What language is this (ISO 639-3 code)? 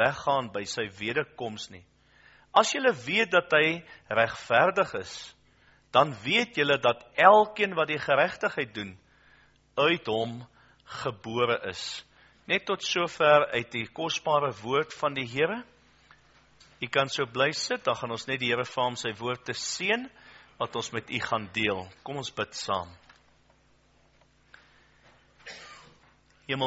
afr